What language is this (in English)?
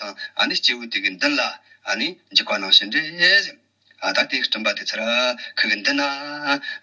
Tibetan